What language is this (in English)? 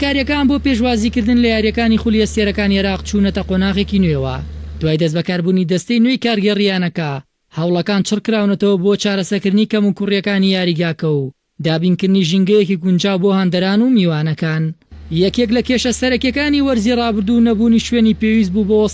Central Kurdish